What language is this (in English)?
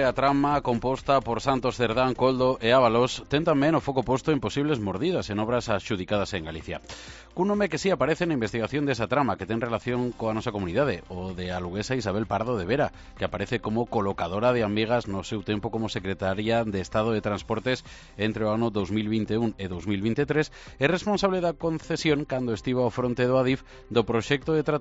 Galician